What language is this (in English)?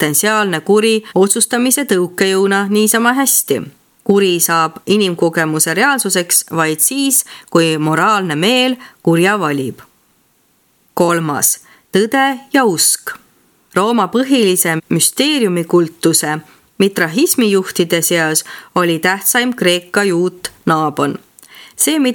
Estonian